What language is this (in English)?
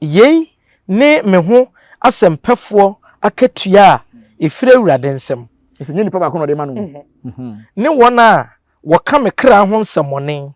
Akan